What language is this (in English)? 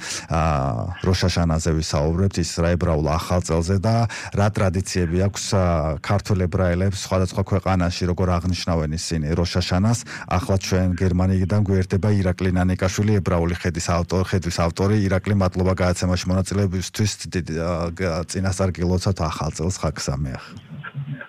Georgian